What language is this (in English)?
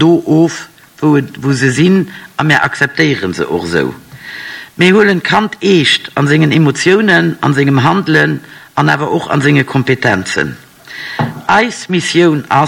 Luxembourgish